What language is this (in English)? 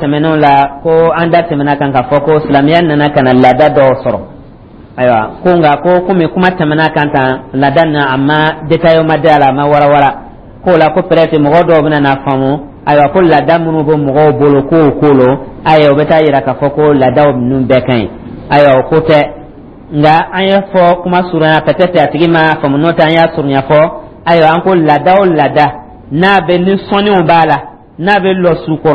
Dyula